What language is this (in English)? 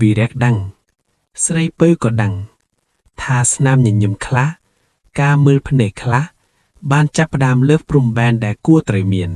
Khmer